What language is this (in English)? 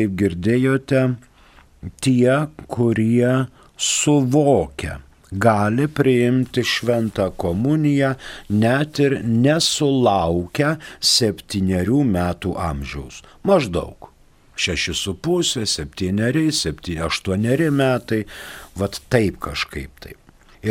Lithuanian